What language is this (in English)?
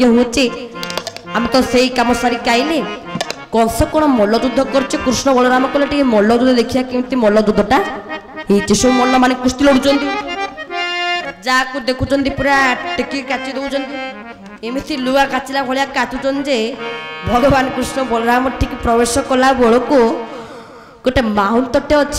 Odia